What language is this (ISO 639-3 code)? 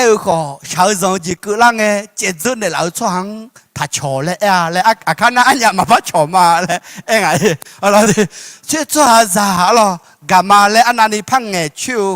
ahk